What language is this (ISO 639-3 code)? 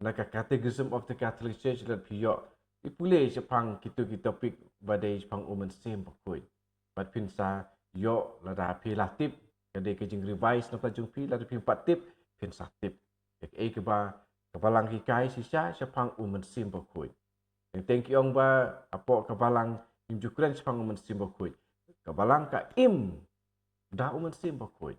kha